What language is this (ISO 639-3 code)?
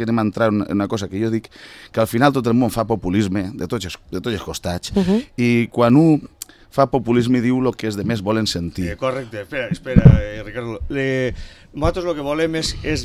cat